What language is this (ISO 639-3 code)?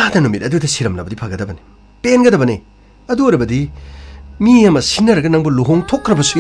mni